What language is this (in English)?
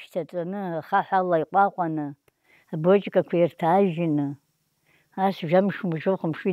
Abkhazian